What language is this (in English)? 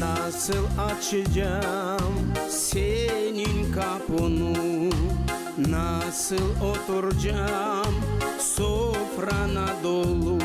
Gagauz